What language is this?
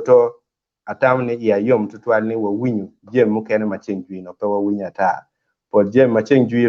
Acoli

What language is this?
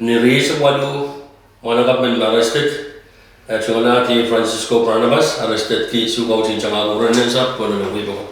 Pohnpeian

